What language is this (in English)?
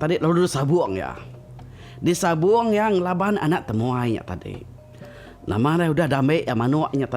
Iban